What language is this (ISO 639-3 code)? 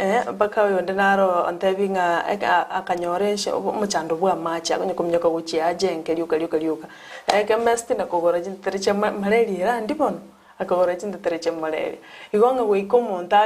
guz